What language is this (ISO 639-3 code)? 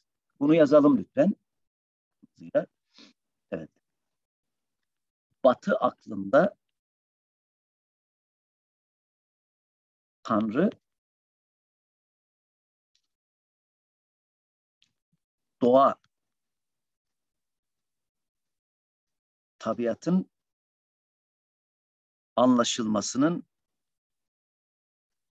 tur